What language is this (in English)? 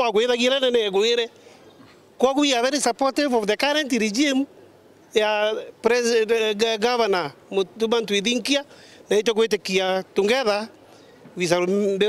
Meru